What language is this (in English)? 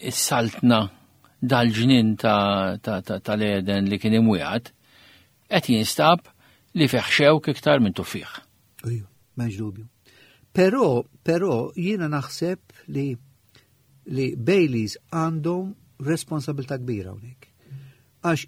Maltese